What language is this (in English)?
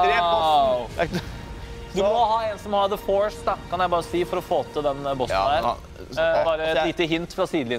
Norwegian